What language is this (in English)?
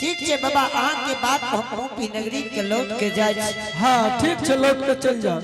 Angika